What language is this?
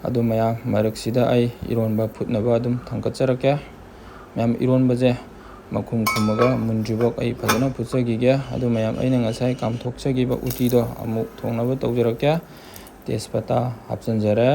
Manipuri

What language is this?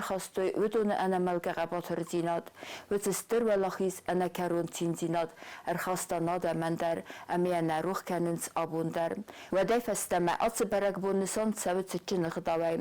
Ossetic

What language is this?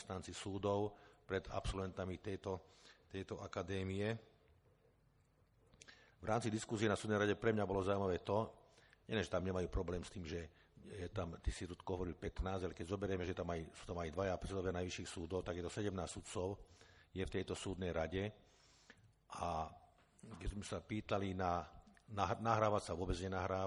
Slovak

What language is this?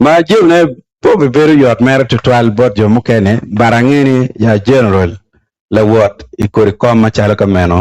Acoli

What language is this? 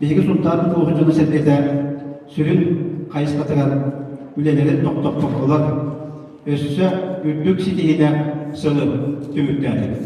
Yakut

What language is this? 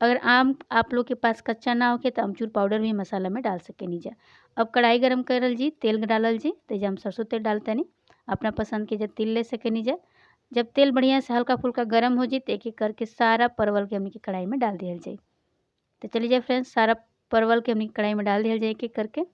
Bhojpuri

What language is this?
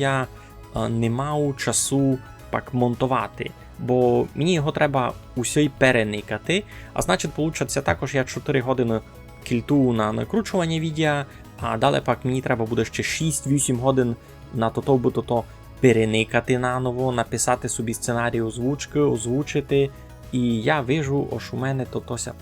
Rusyn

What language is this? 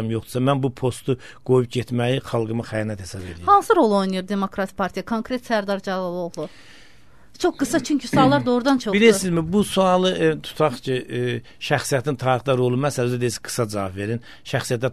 Azerbaijani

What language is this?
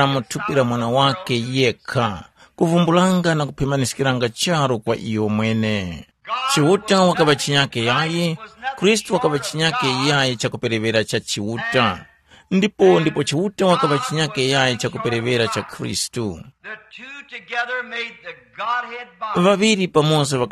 Tumbuka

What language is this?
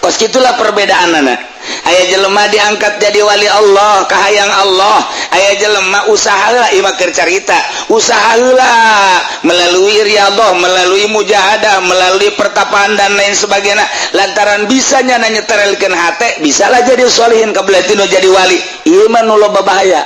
Sundanese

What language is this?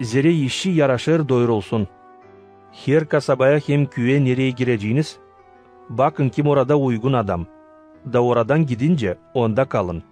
Gagauz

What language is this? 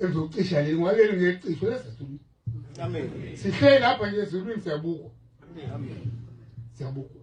Zulu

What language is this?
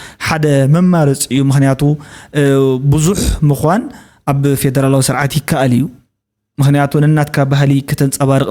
Tigrinya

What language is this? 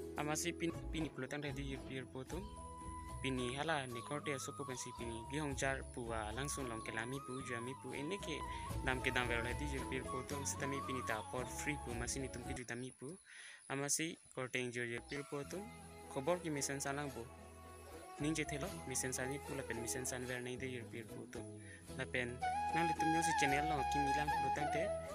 Karbi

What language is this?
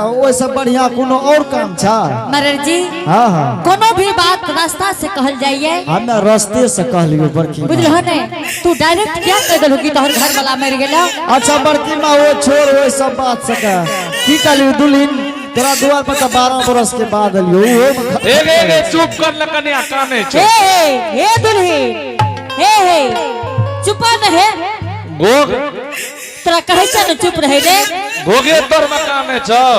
Angika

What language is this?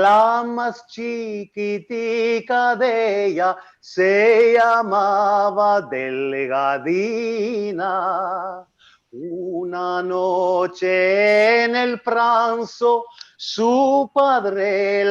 Ladino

